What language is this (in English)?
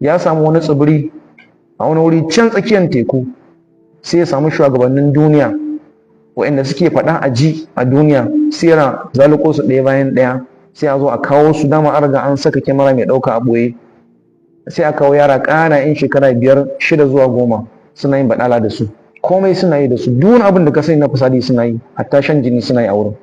Hausa